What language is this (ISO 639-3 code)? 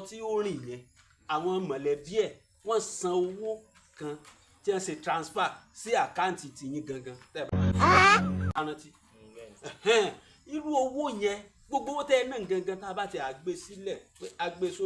yor